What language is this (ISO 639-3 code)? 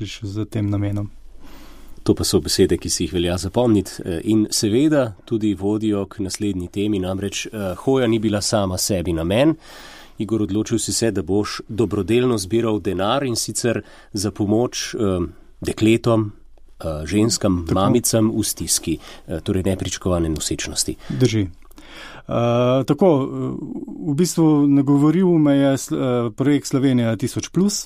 slv